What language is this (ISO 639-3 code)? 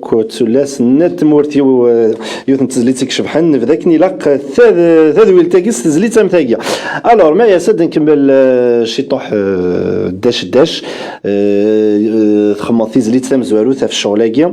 kab